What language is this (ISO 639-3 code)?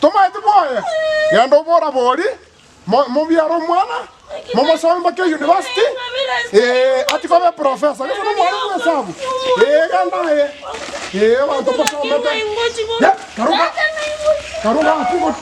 guz